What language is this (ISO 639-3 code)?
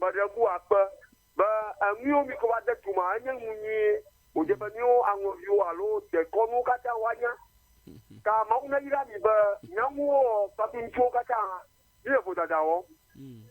ewe